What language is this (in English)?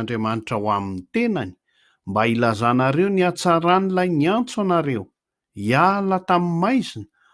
Malagasy